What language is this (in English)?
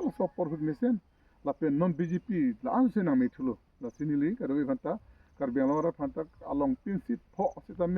Karbi